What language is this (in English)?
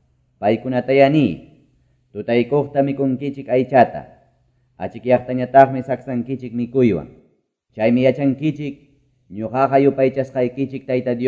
Quechua